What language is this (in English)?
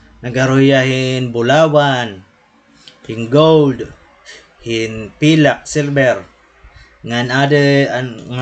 Waray